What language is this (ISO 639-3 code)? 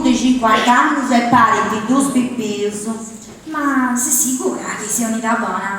srd